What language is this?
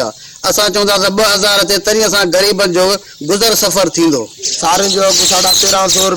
Sindhi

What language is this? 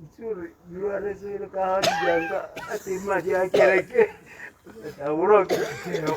Tswana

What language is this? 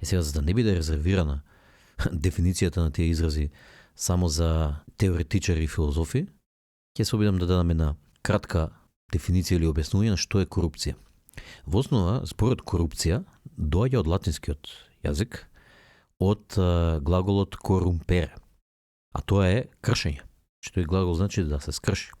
Macedonian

